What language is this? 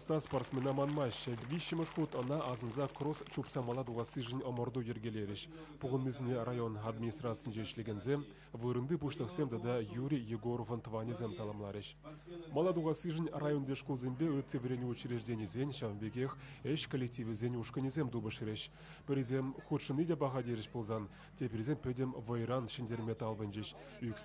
Chuvash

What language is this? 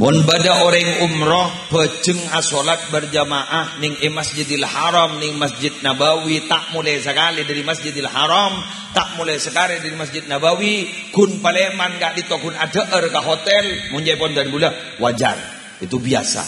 Madurese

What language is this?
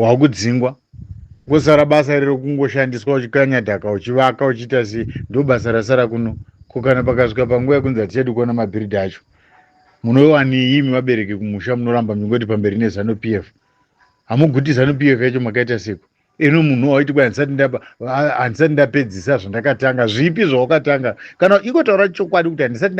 Shona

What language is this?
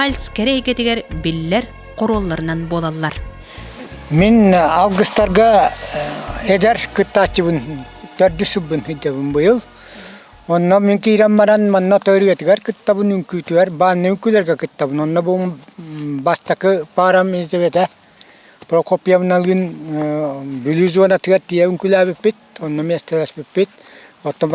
Yakut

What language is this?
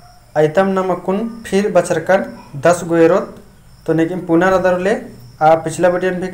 Kurukh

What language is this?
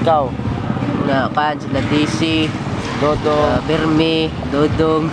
Cebuano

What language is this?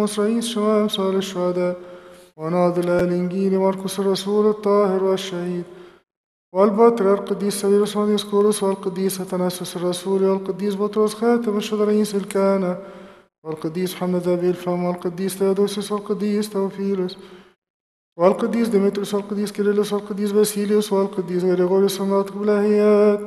Arabic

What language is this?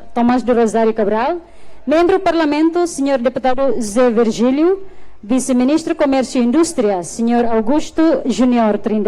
Tetum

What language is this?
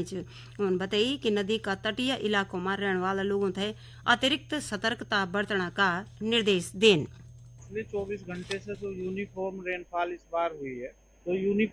Garhwali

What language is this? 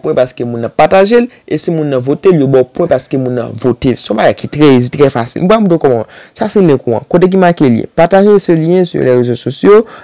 Haitian Creole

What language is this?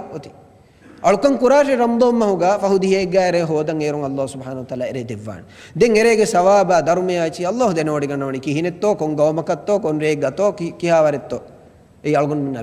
Divehi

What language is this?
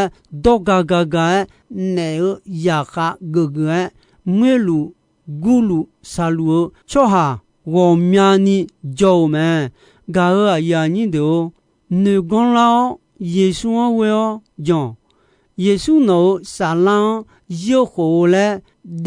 Akha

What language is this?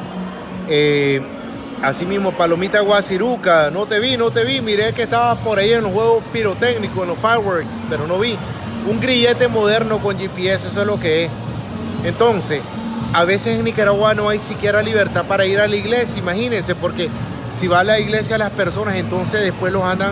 Spanish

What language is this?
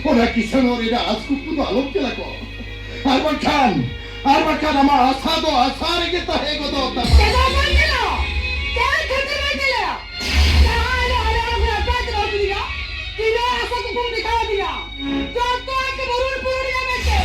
Santali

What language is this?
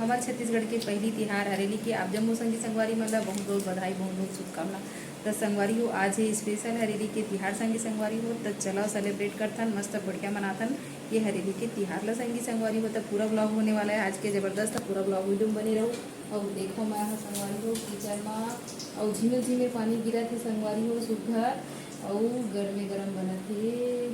Chhattisgarhi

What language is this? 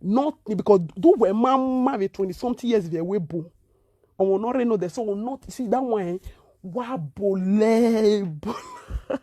Nigerian Pidgin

